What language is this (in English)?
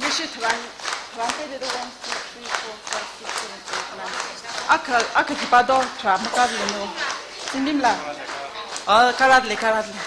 Tangkhul Naga (India)